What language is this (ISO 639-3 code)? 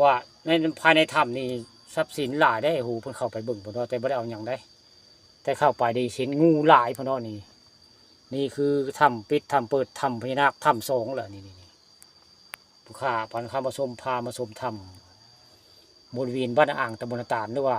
tts